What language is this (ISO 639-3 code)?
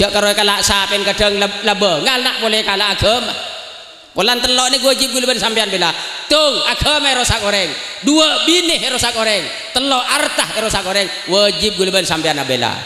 mad